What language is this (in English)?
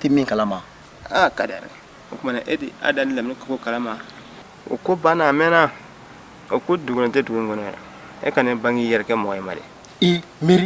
Bambara